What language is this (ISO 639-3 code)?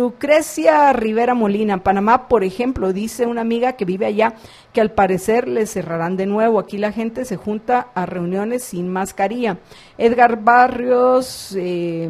spa